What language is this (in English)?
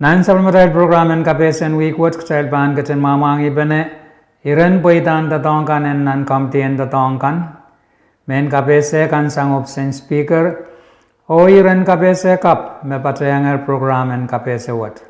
Pohnpeian